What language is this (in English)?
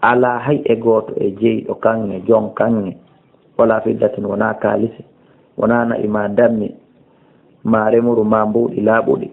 Fula